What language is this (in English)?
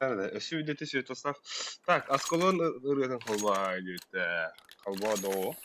Yakut